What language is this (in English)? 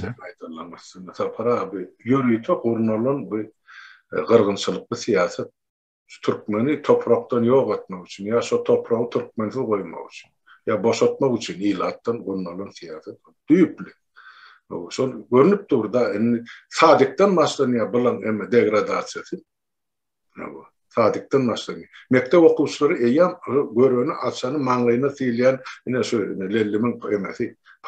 Turkmen